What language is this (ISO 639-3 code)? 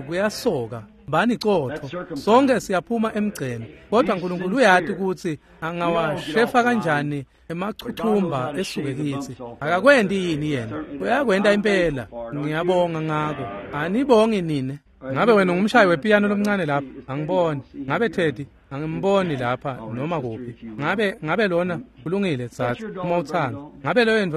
ssw